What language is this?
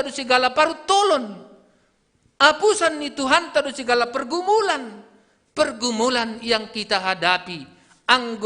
Batak Simalungun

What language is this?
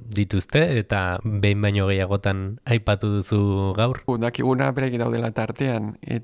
Basque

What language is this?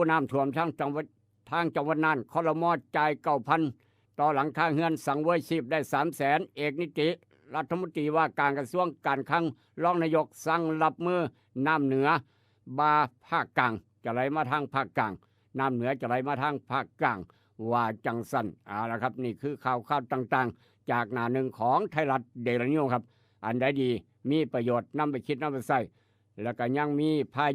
Northeastern Thai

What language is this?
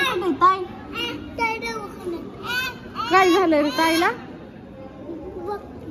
Marathi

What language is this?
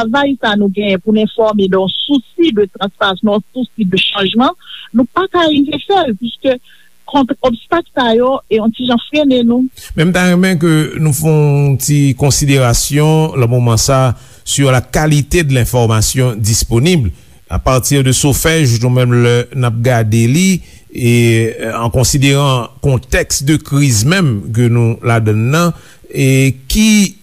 Haitian Creole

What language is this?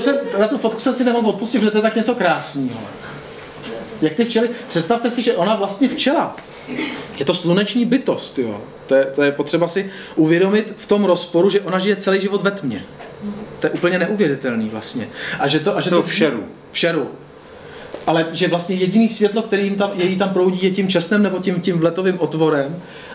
Czech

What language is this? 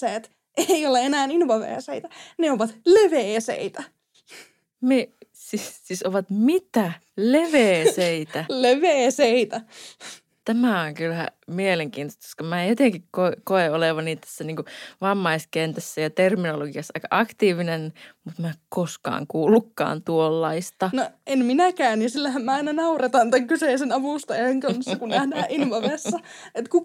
Finnish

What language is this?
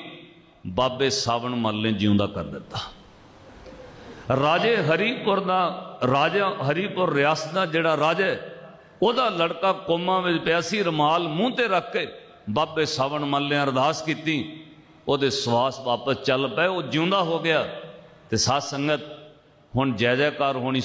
Punjabi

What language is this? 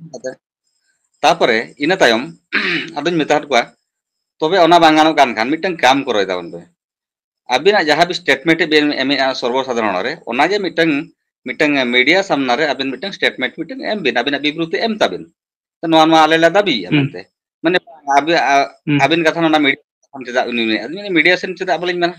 Santali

